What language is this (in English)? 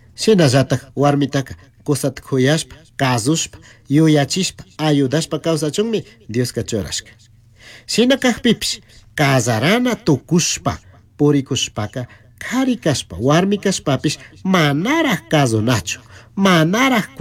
Chimborazo Highland Quichua